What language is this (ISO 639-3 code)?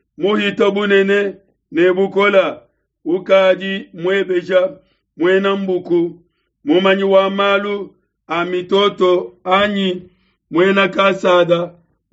lua